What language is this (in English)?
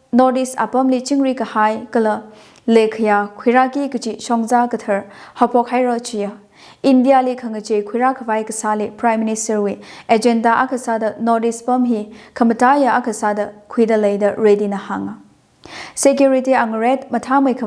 Tangkhul Naga (India)